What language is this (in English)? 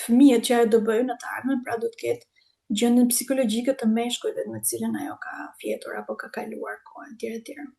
Albanian